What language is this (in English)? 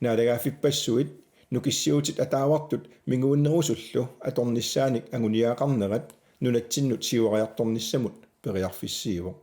Kalaallisut